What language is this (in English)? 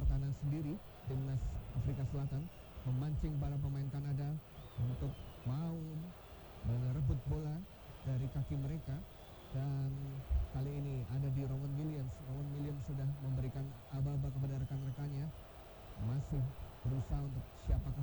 Indonesian